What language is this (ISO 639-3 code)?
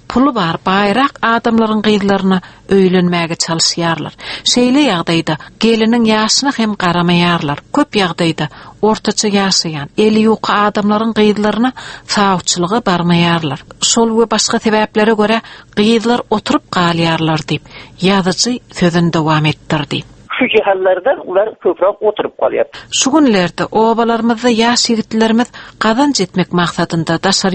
tuk